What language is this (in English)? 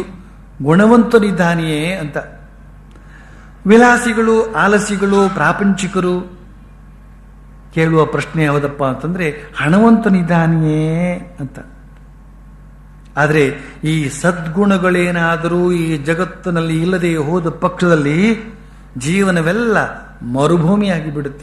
Kannada